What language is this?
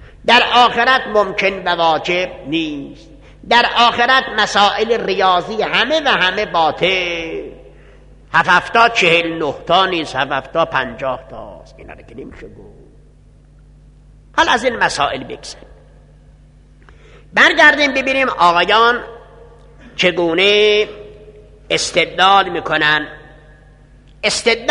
Persian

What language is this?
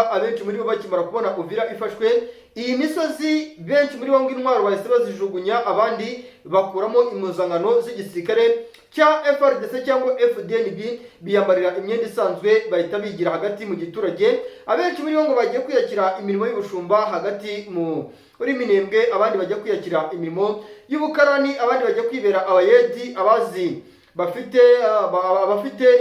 Kinyarwanda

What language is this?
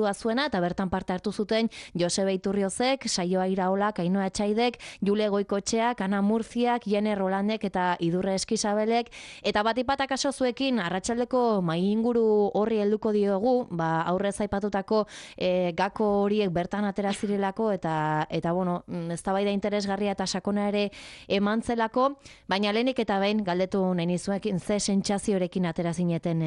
Basque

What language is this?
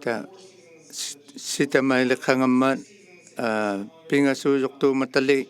Inuktitut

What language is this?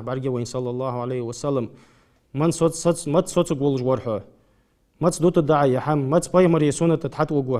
Ingush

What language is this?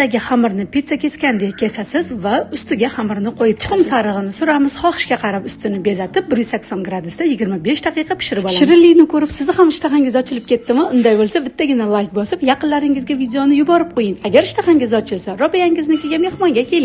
Uzbek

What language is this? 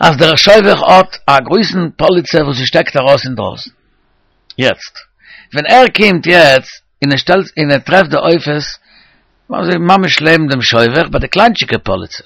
Yiddish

